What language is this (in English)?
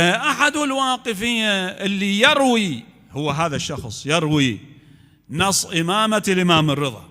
Mesopotamian Arabic